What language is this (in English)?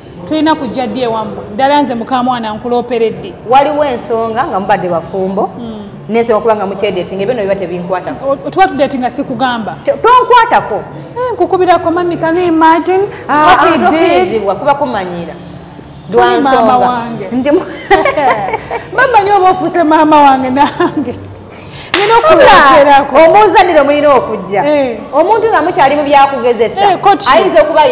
Ganda